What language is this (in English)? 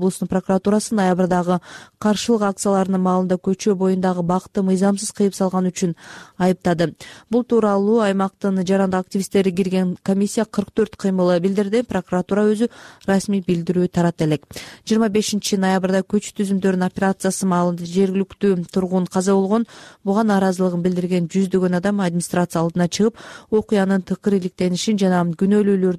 Kyrgyz